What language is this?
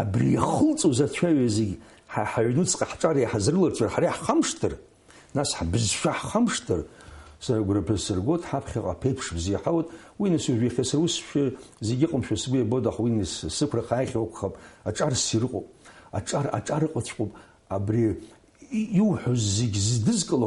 Abkhazian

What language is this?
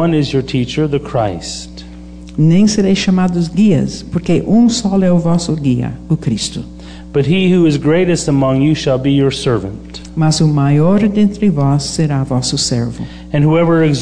Portuguese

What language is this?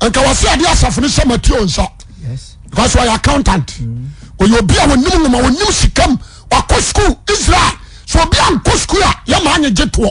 Akan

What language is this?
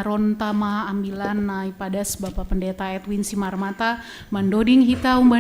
Batak Simalungun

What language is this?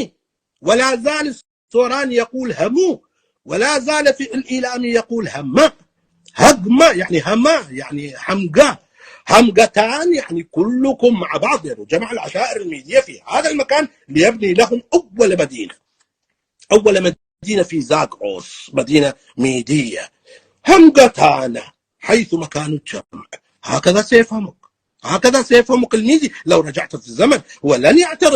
North Levantine Arabic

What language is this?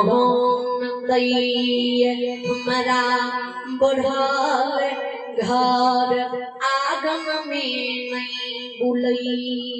Maithili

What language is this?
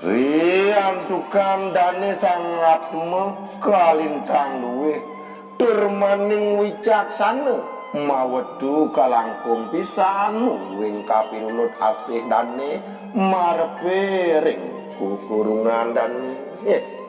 Balinese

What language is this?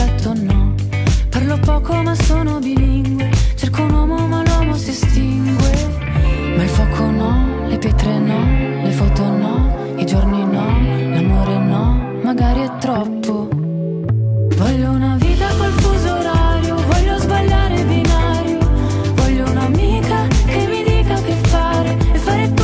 Italian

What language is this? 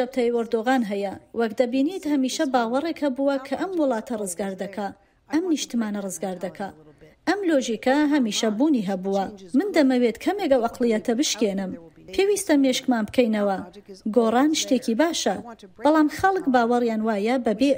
Central Kurdish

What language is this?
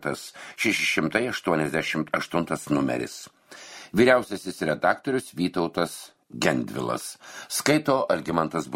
Lithuanian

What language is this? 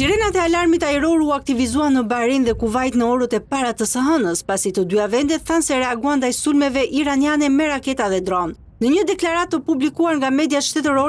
Albanian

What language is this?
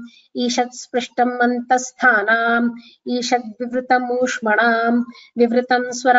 Sanskrit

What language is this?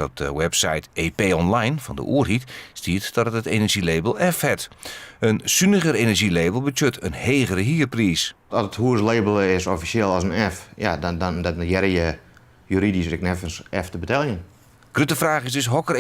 Western Frisian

